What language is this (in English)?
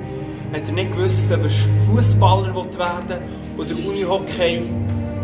Swiss German